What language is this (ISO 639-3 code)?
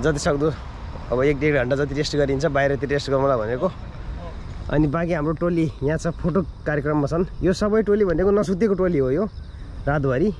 nep